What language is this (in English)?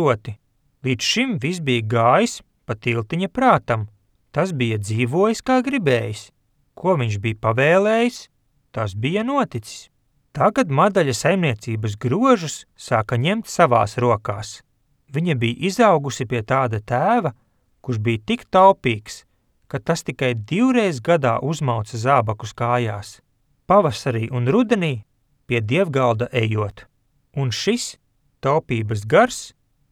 Latvian